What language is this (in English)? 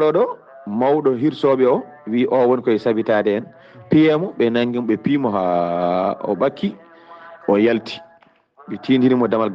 Fula